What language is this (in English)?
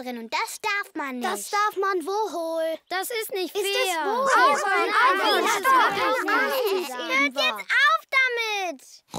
German